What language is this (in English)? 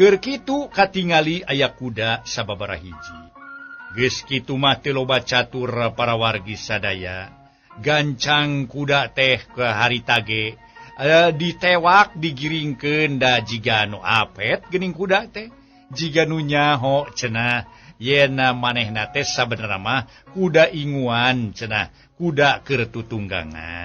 Sundanese